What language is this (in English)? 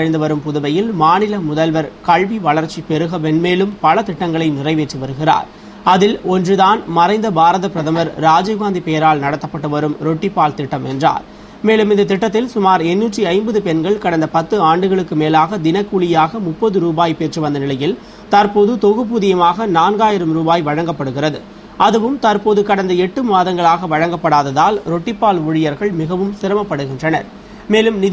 Tamil